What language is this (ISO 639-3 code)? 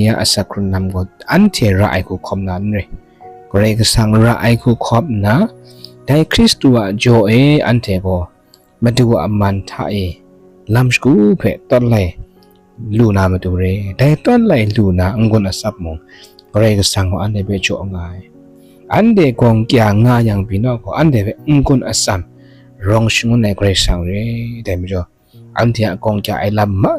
kac